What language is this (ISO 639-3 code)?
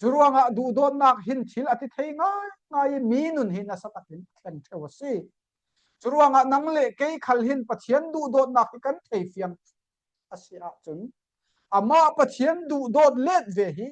cfm